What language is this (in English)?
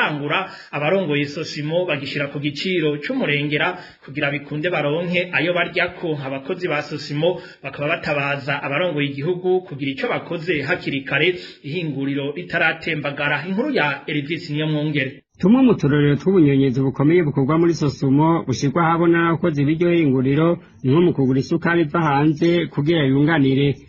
Rundi